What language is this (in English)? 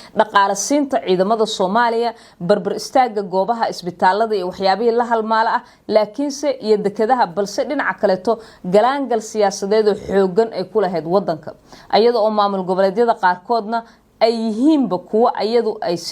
Somali